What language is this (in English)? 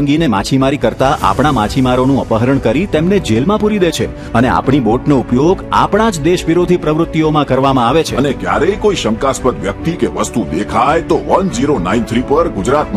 Gujarati